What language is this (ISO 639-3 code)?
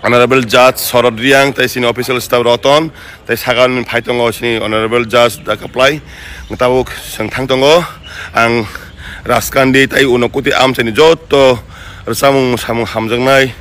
trp